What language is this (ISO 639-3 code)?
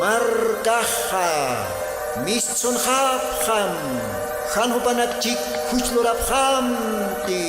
aym